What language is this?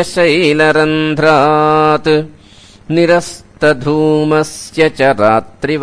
Sanskrit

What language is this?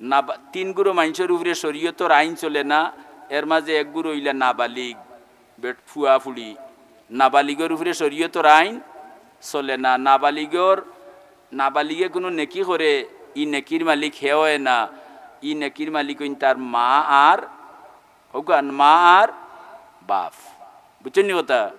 Sylheti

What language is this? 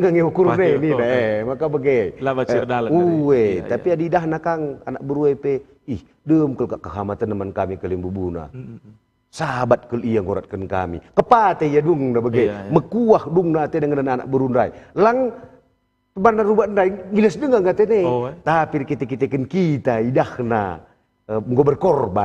Batak Karo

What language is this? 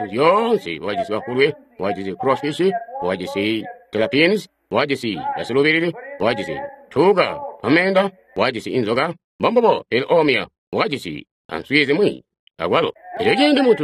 Tonga (Zambia)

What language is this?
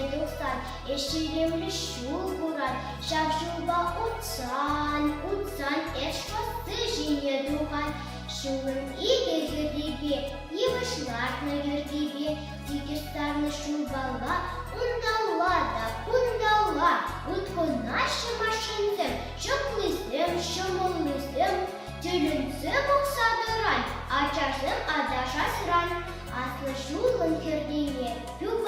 Chuvash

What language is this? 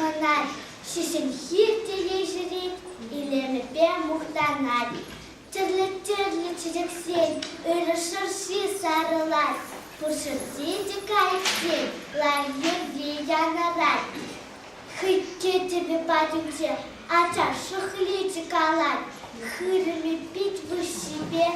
Chuvash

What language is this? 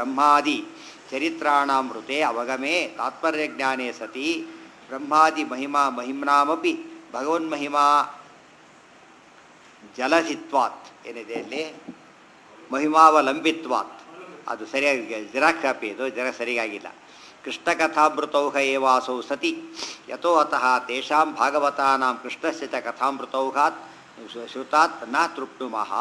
Kannada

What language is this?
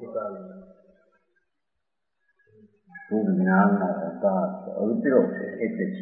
Gujarati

